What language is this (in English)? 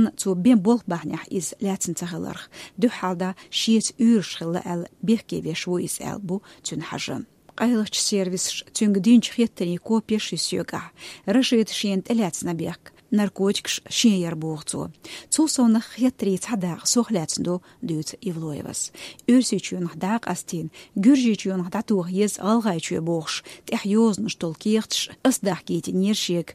Chechen